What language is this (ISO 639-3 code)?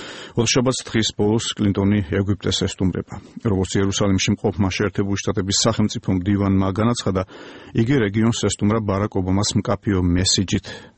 kat